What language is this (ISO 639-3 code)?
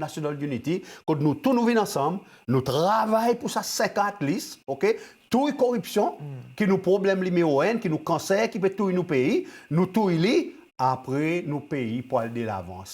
crs